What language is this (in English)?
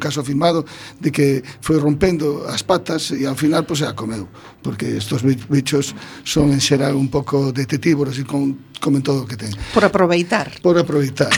Galician